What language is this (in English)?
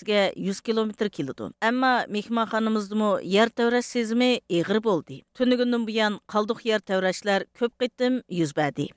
Uyghur